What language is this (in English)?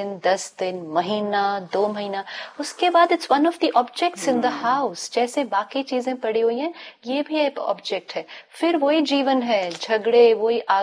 Hindi